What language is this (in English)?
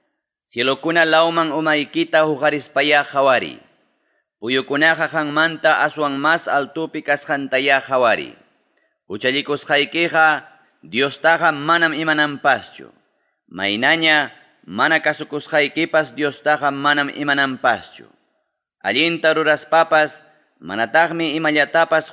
Ayacucho Quechua